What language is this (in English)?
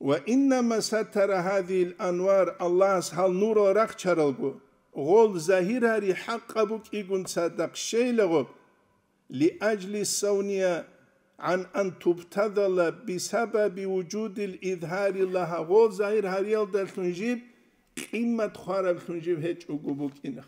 Avaric